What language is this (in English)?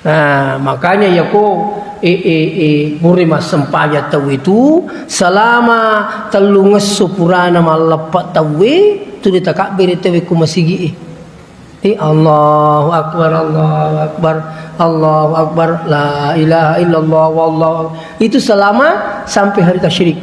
Buginese